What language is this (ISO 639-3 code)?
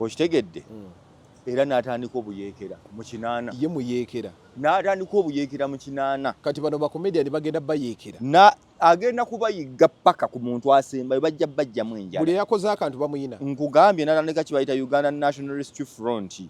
lug